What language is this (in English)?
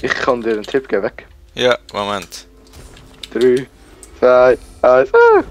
Swiss German